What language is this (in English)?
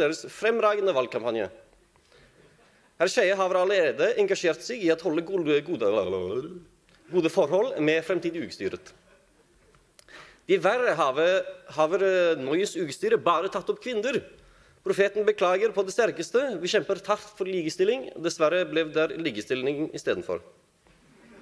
Norwegian